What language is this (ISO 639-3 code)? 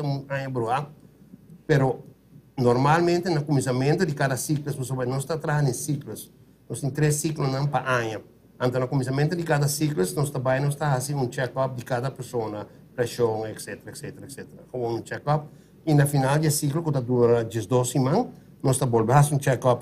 pap